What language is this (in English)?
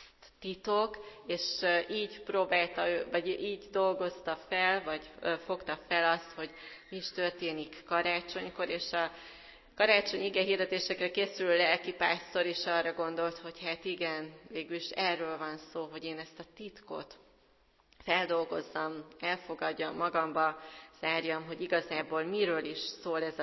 Hungarian